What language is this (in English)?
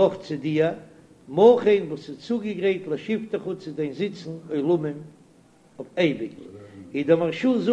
Yiddish